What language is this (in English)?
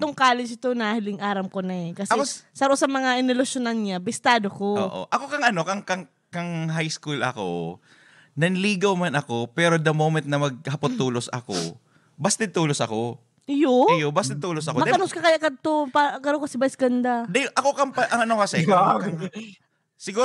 Bikol